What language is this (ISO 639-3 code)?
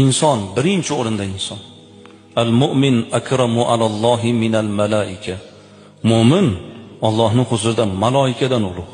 uzb